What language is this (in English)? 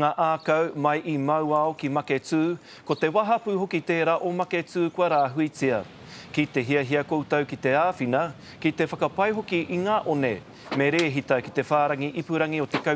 Māori